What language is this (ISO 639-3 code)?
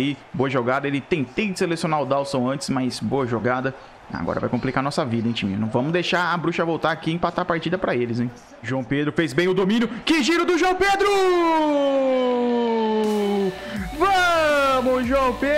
por